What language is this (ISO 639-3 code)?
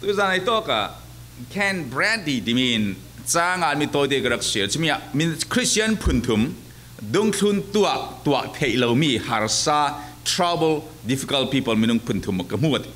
cfm